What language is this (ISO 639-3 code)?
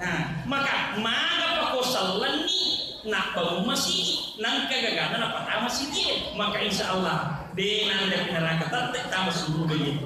bug